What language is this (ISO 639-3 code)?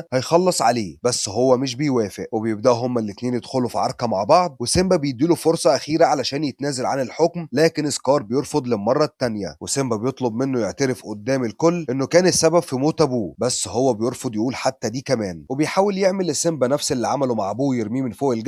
arz